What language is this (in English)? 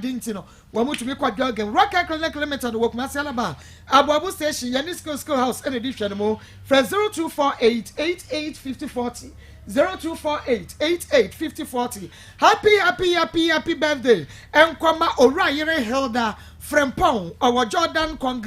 Akan